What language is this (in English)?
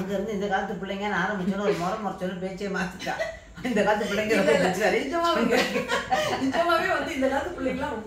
Tamil